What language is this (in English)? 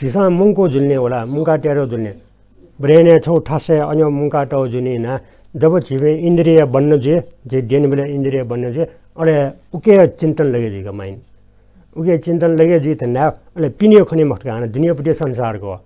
Newari